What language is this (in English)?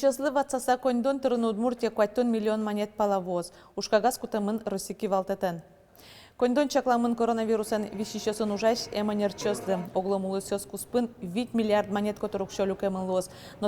Udmurt